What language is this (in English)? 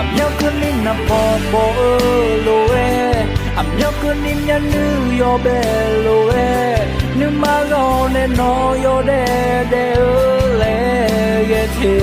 Akha